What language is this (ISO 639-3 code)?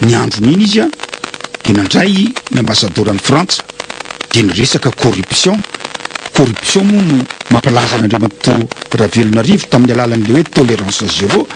mlg